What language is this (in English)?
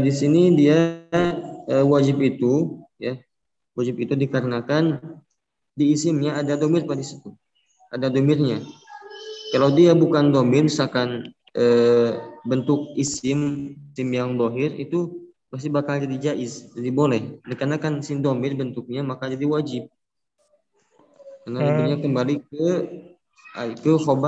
Indonesian